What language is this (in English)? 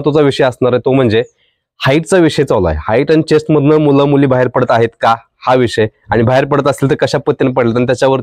Marathi